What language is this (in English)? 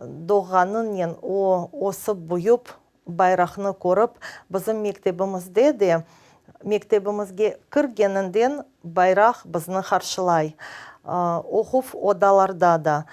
Crimean Tatar